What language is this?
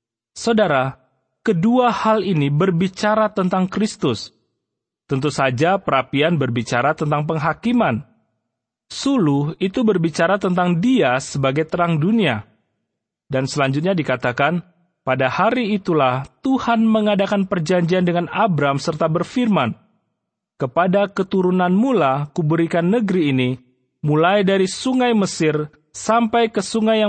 Indonesian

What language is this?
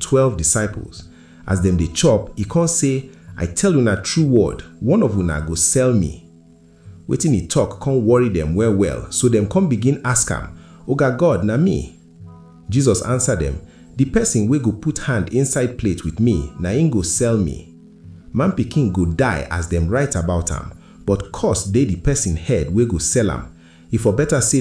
Nigerian Pidgin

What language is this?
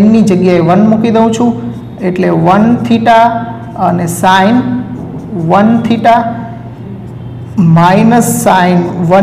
Gujarati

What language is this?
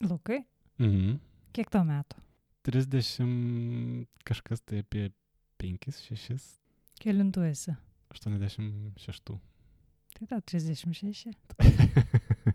Lithuanian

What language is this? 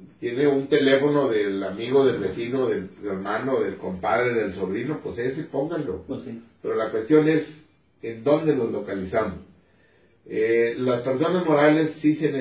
Spanish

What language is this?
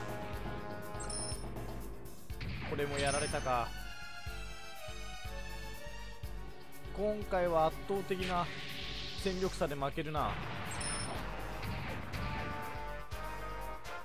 Japanese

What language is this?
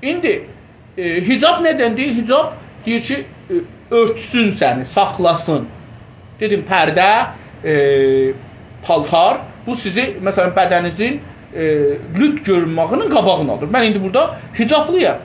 South Azerbaijani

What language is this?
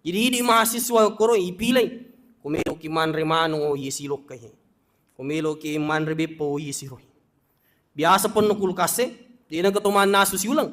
Buginese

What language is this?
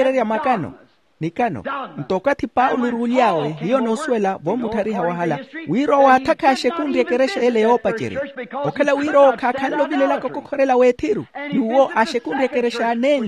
Makhuwa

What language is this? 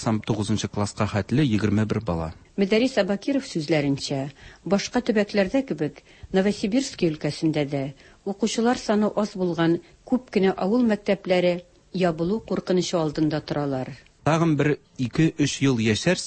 Tatar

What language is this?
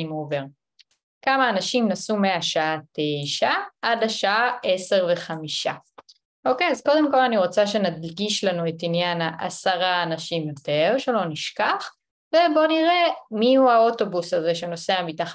Hebrew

